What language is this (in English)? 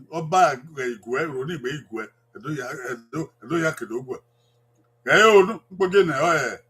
Bini